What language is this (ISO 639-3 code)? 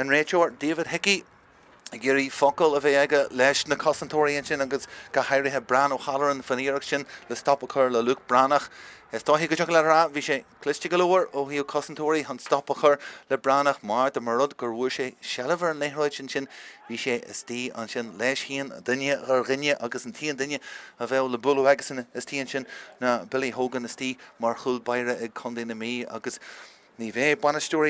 gle